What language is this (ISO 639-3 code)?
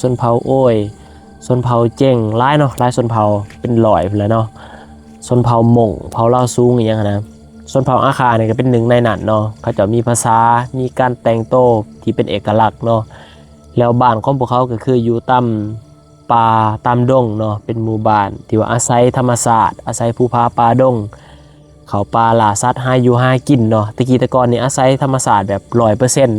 lao